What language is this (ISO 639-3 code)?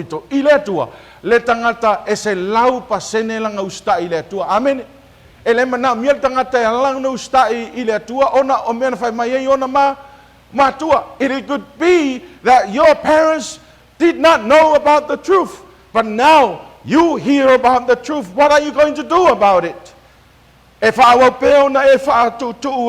smo